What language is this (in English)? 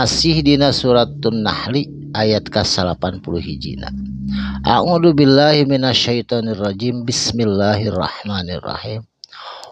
Sundanese